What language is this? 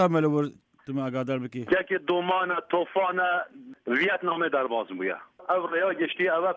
Kurdish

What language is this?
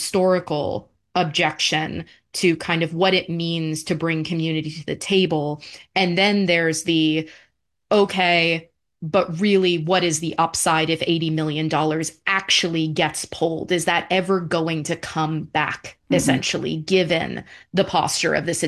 English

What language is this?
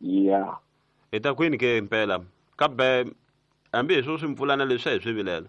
Tsonga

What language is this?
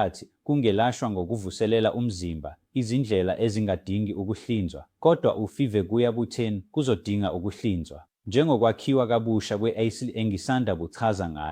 Zulu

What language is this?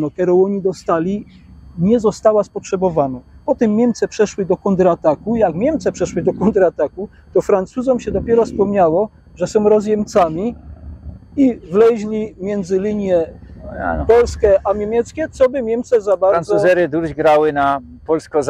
Silesian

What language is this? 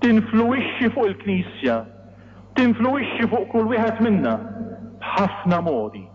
Maltese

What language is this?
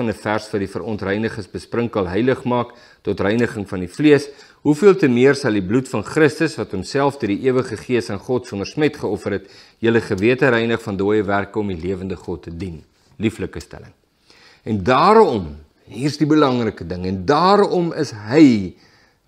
Afrikaans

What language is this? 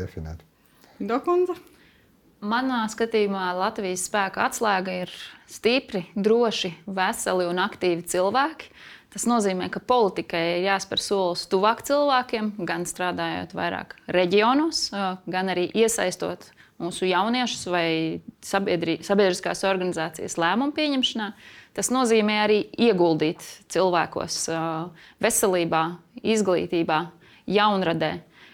Latvian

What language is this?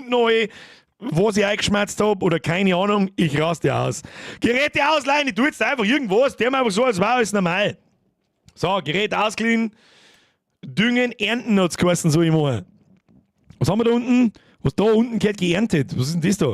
Bavarian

